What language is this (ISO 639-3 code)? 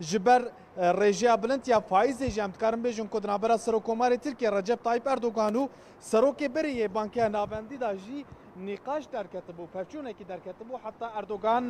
kur